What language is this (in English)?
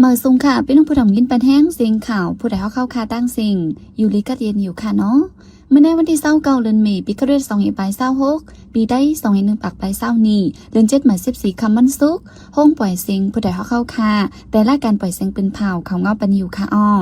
Shan